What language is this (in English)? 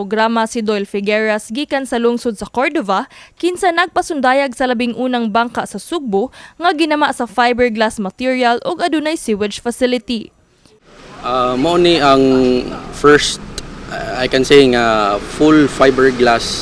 Cebuano